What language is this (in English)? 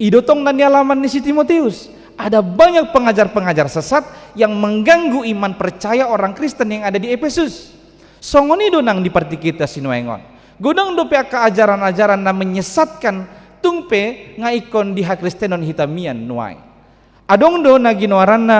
Batak Toba